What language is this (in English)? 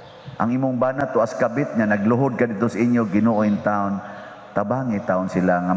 Cebuano